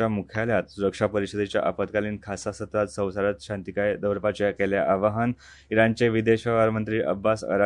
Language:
Konkani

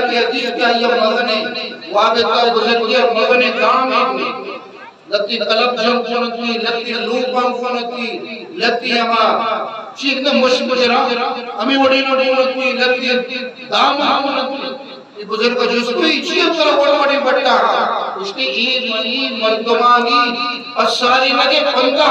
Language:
Eastern Balochi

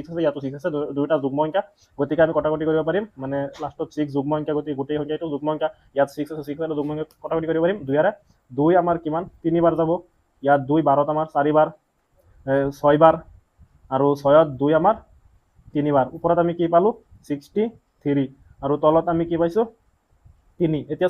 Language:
Assamese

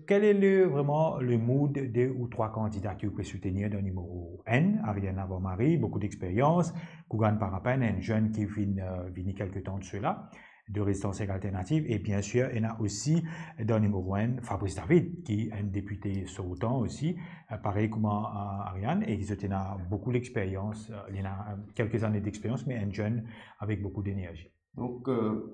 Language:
Morisyen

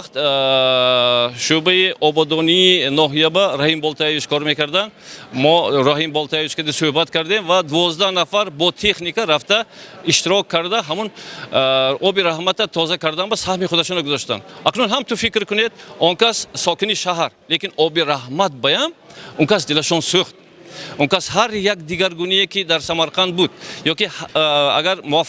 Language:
Tajik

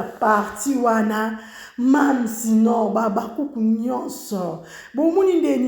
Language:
Lingala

